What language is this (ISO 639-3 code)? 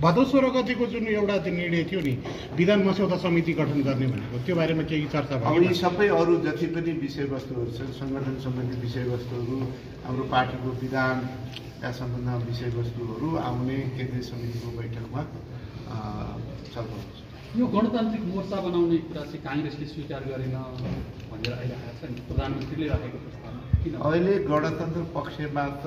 nep